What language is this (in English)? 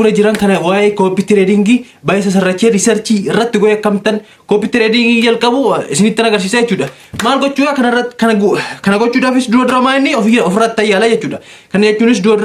Oromo